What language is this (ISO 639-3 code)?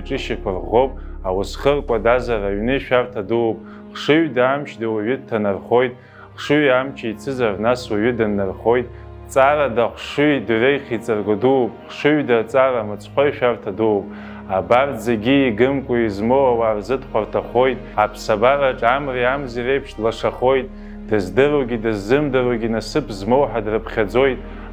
abk